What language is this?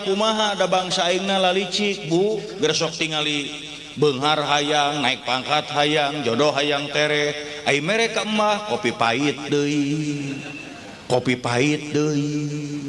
Sundanese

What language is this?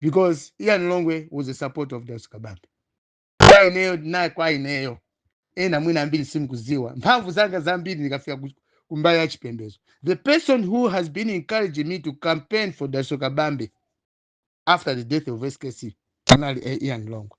Nyanja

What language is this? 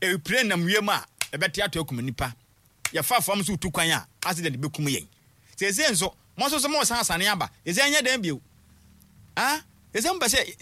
Akan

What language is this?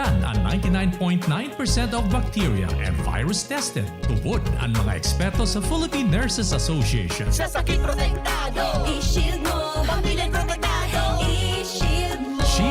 Bikol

